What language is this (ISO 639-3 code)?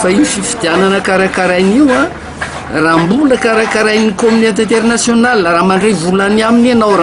mlg